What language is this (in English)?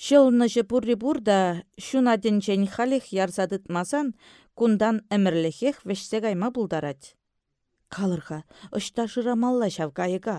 Chuvash